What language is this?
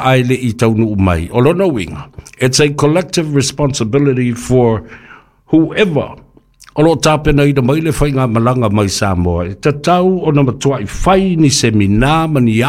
Samoan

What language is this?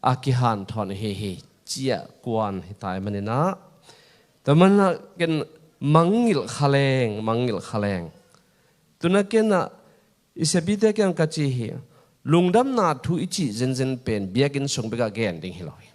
Tedim Chin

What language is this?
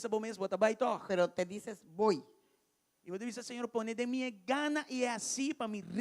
Papiamento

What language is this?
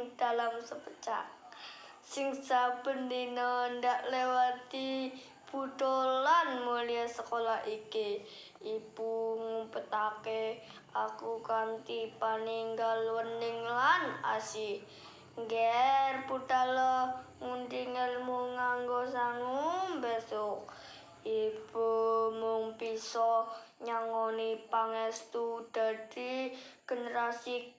Javanese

